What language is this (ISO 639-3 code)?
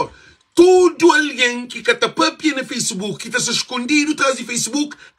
kea